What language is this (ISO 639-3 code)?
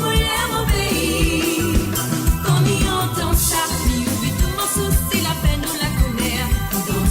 mfe